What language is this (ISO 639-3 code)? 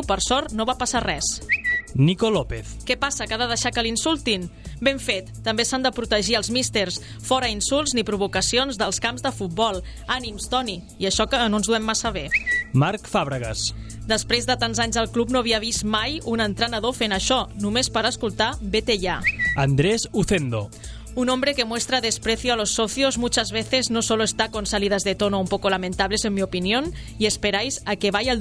cat